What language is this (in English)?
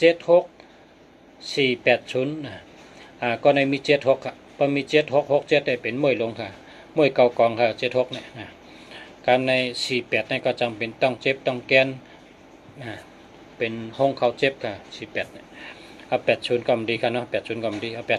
Shan